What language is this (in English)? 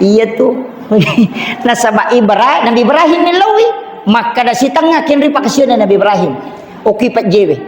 Buginese